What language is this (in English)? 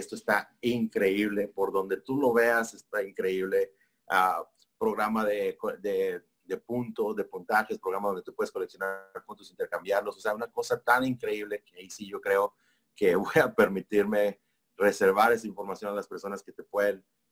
Spanish